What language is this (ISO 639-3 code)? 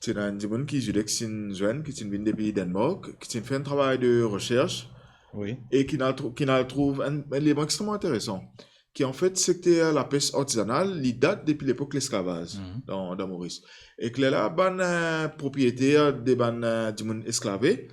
mfe